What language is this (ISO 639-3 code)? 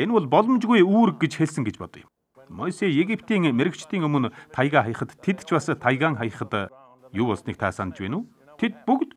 mon